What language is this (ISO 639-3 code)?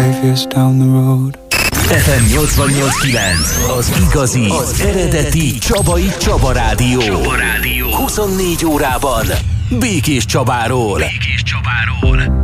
hun